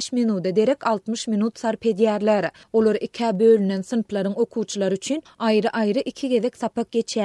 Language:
Turkmen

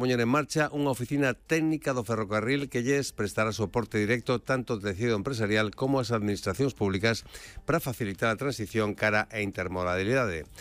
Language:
Galician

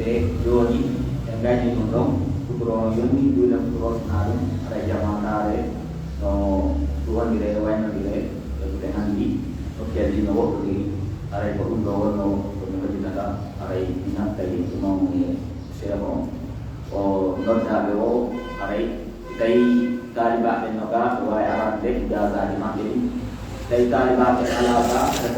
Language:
Pular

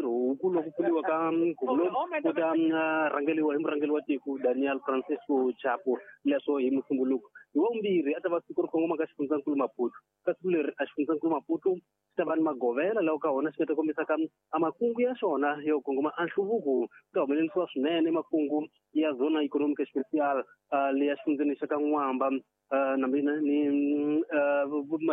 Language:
Tsonga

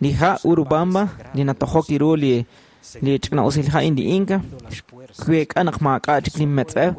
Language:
Kekchí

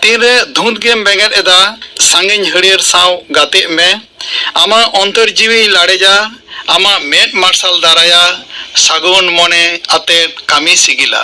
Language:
Santali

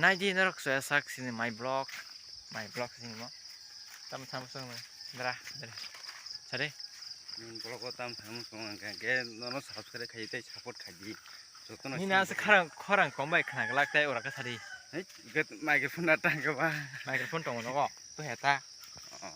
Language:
Kok Borok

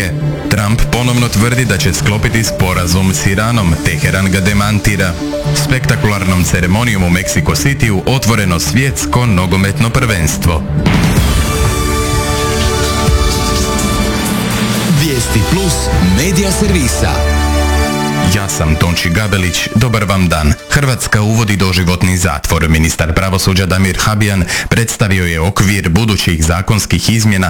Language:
Croatian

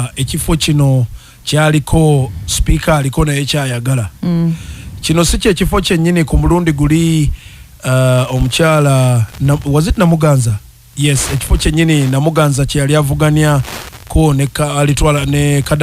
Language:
Ganda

